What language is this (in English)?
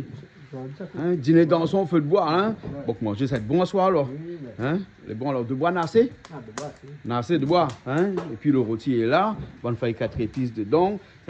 Réunion Creole French